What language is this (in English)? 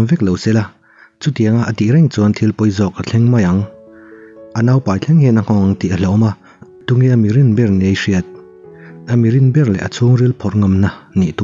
Mizo